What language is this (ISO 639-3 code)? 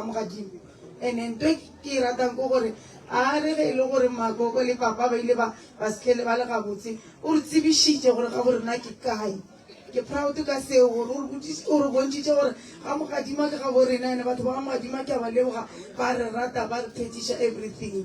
nso